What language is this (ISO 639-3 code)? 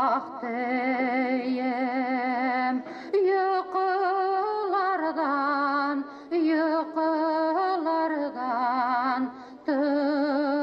bak